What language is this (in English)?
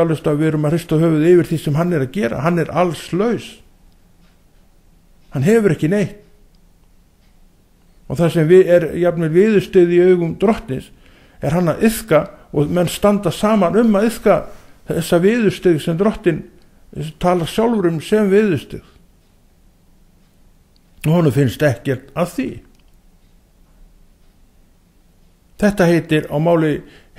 Icelandic